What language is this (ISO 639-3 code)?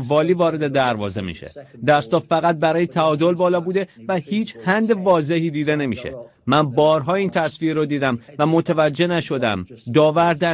fas